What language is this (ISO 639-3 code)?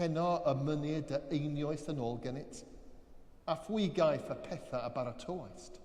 cym